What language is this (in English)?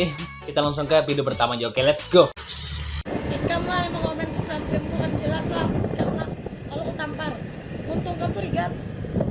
Banjar